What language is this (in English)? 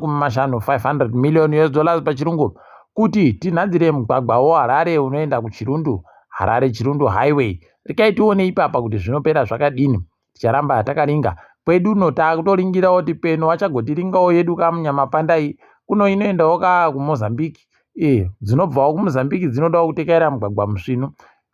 Ndau